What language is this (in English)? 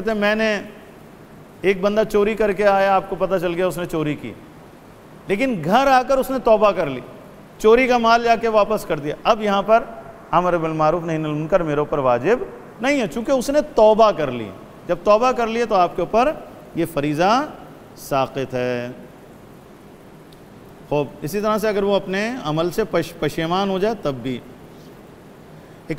Urdu